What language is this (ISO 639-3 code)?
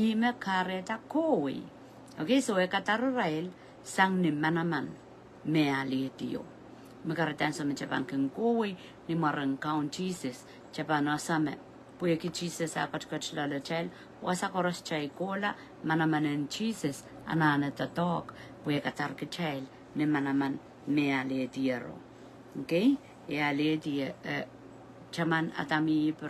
pon